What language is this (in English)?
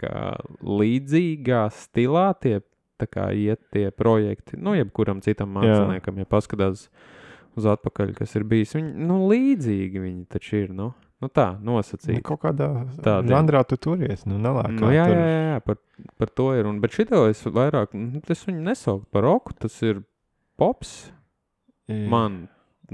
Latvian